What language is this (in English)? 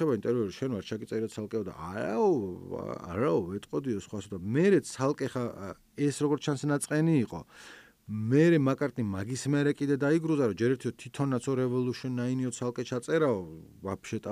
Georgian